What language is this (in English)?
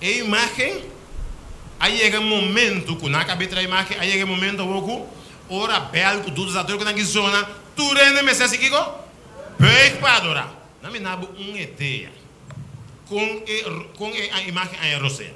Papiamento